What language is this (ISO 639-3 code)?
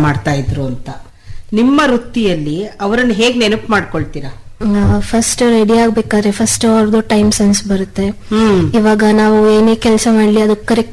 kan